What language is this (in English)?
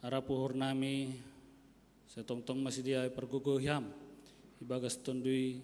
Batak Simalungun